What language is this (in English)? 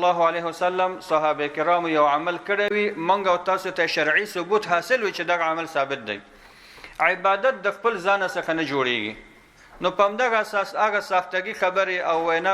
Pashto